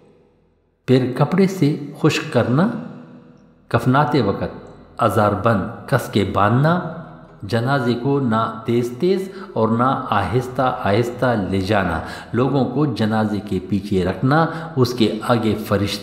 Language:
Urdu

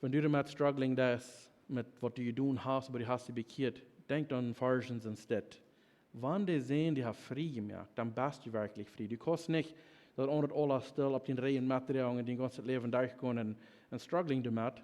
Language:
Plautdietsch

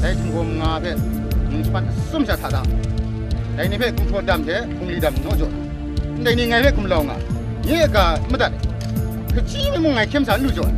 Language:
Kachin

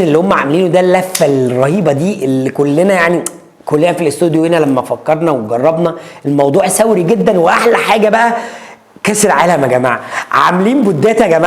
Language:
Egyptian Arabic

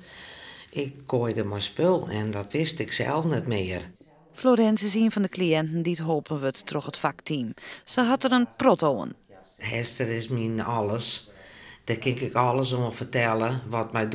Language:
Western Frisian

